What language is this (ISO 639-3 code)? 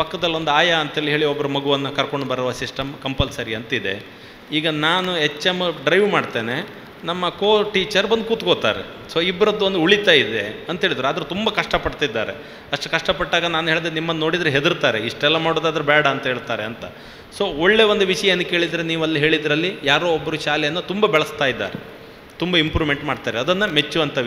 kan